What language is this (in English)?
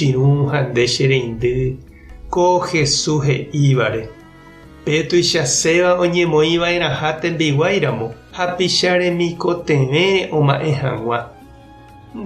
Guarani